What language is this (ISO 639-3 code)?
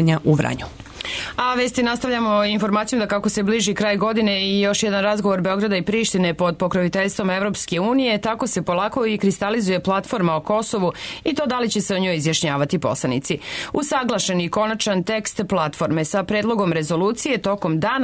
srp